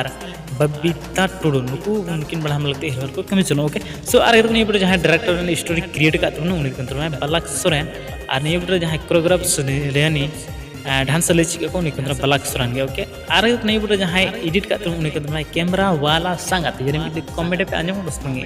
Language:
Santali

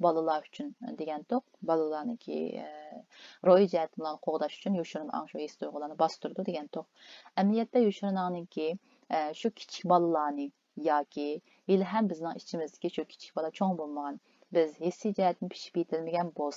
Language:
Uyghur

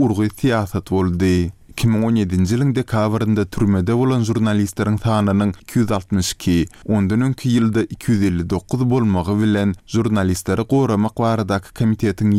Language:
Turkmen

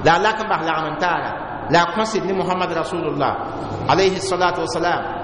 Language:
Mossi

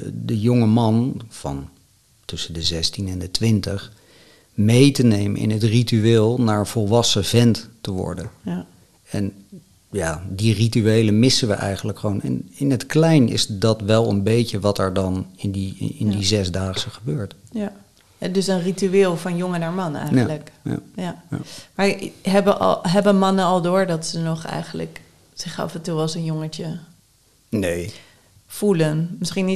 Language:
Dutch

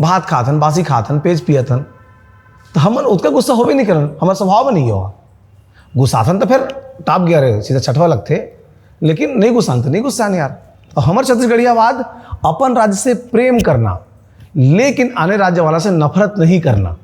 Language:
Chhattisgarhi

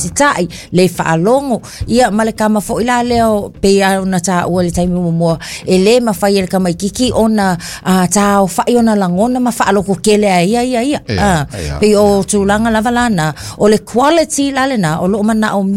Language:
Samoan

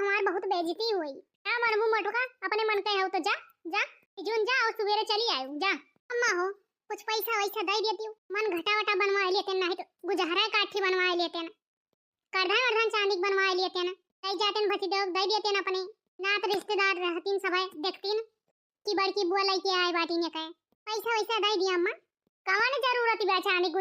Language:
Awadhi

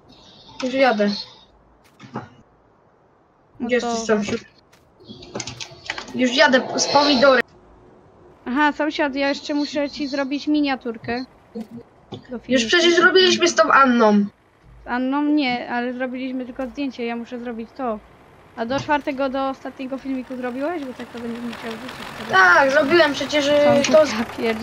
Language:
Polish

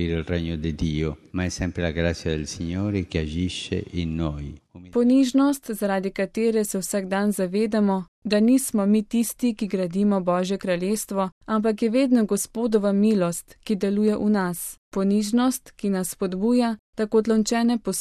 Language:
Slovenian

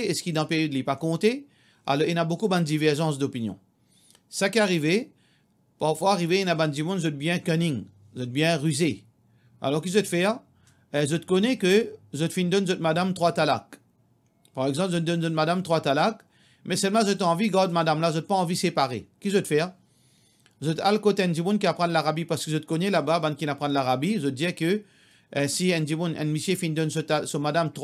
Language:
Morisyen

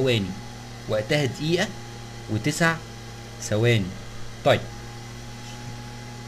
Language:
Egyptian Arabic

